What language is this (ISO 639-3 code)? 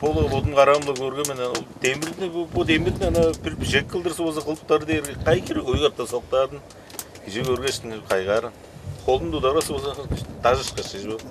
tyv